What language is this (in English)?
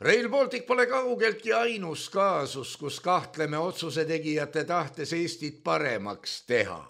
Estonian